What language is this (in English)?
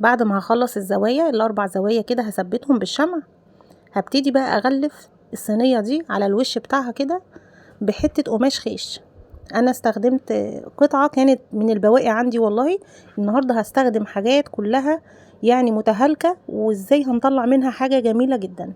Egyptian Arabic